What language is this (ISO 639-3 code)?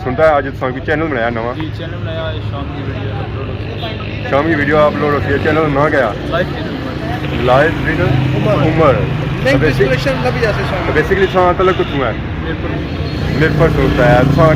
phr